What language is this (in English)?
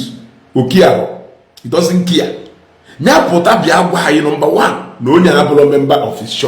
Igbo